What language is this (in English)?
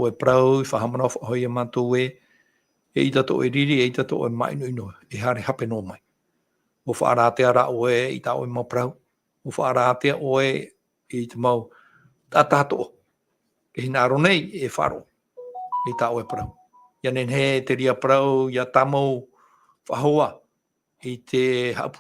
Tahitian